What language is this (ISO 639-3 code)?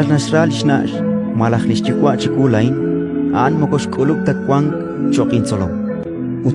kek